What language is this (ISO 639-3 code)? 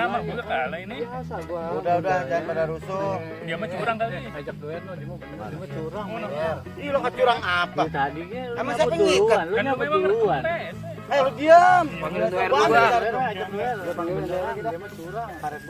bew